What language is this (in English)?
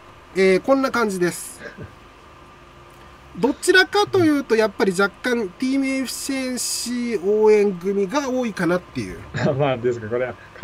Japanese